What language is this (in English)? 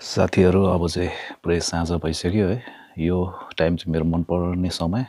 Nepali